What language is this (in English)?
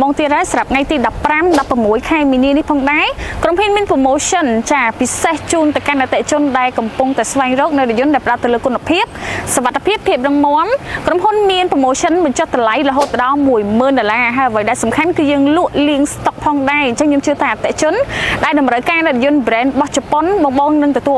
Khmer